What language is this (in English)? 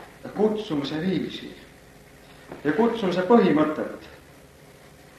Estonian